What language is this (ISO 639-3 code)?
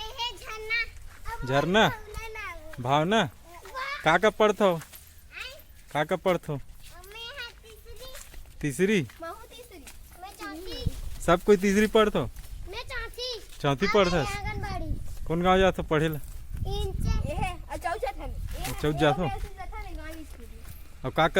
hne